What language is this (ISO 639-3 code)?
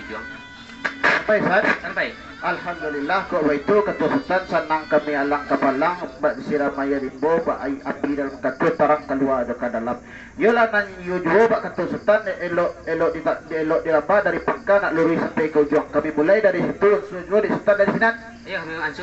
min